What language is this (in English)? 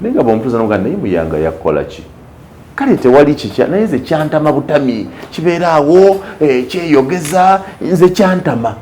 Ganda